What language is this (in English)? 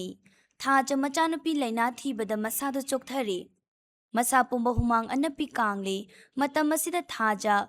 Manipuri